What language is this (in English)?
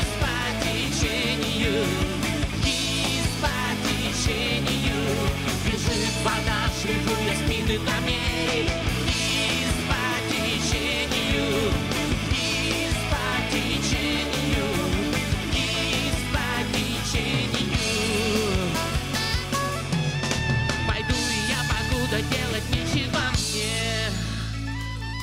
Russian